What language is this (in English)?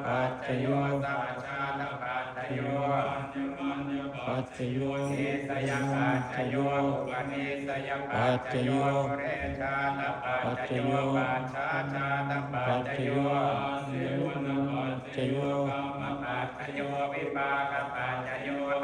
Pali